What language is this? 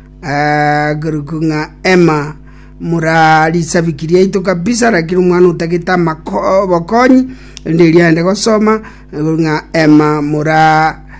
Gusii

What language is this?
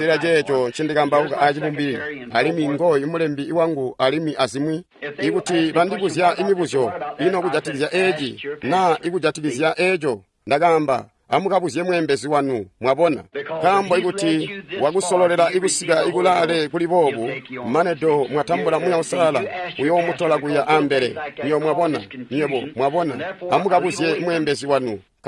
Tonga (Zambia)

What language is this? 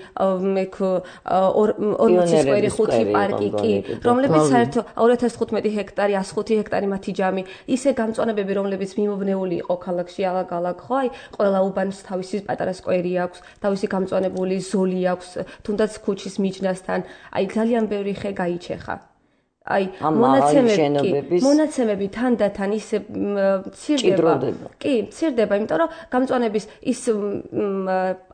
Georgian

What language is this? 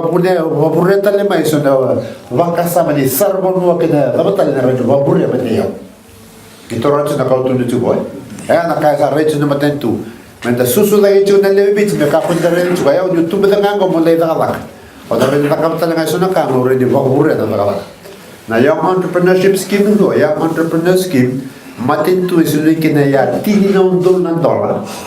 Fijian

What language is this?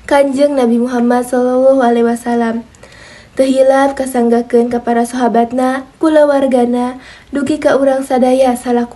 Sundanese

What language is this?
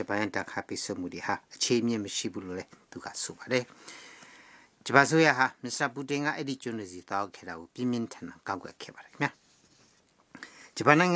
Burmese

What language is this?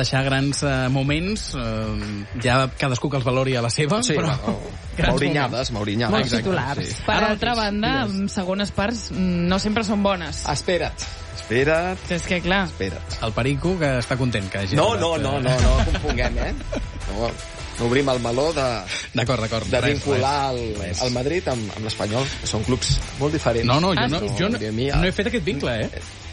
Catalan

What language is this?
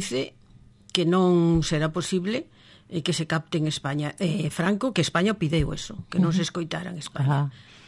Galician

